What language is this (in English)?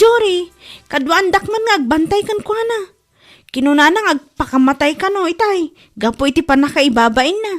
Iloko